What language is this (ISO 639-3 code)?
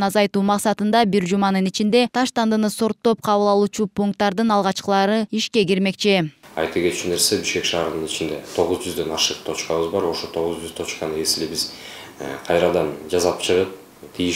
kir